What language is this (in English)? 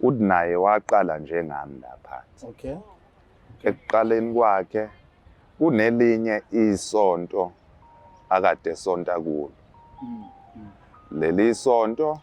Zulu